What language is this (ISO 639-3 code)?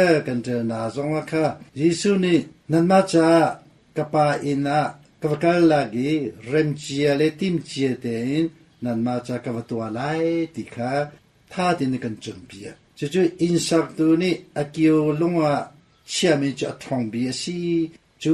cnh